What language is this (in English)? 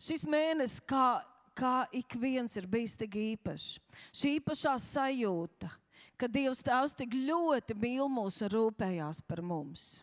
Latvian